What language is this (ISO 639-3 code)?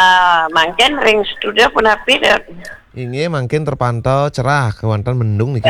ban